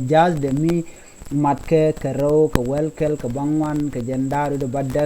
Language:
Nuer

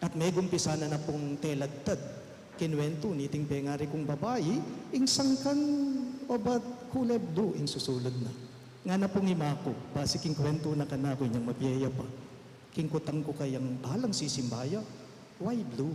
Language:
Pampanga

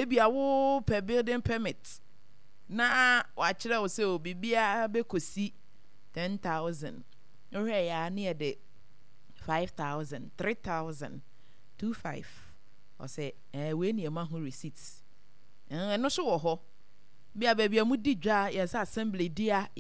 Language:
Akan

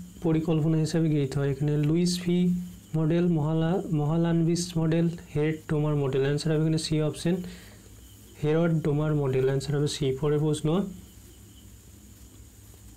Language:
Bangla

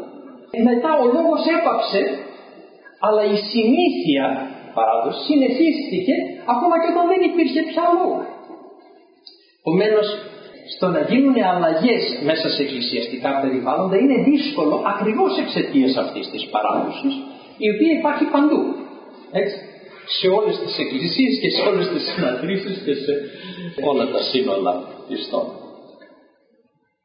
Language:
Greek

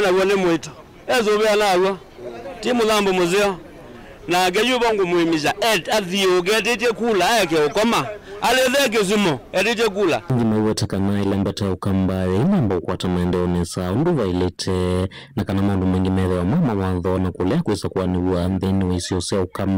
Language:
Kamba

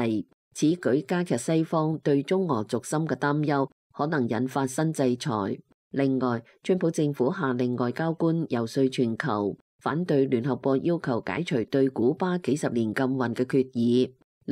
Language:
Cantonese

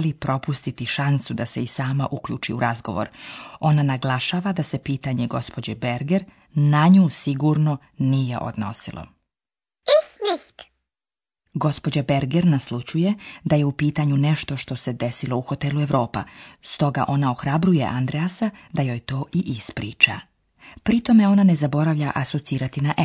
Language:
Slovenian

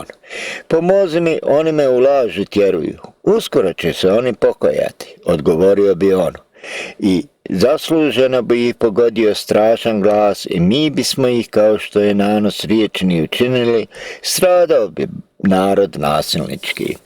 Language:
Bosnian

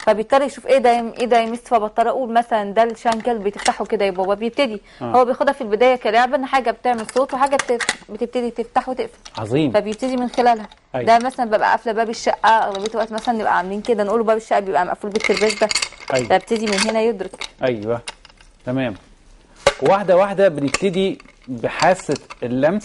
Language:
Egyptian Arabic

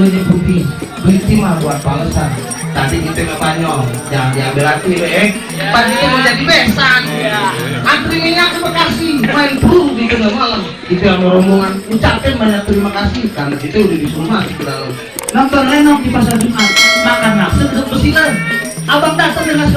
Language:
Betawi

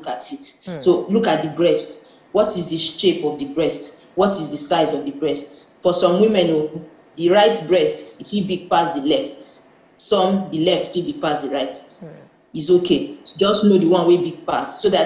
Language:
Nigerian Pidgin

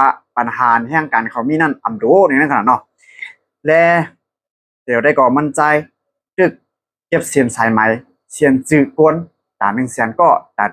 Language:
Shan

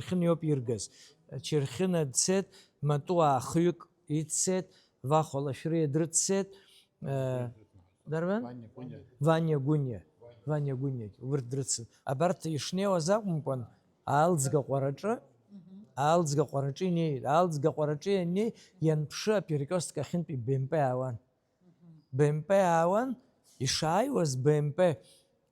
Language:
Abkhazian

